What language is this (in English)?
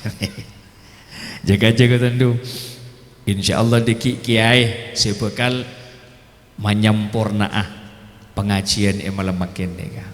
Madurese